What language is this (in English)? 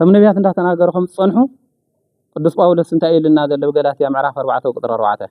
Tigrinya